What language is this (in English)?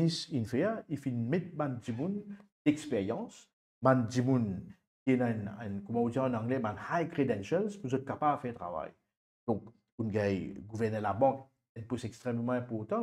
Morisyen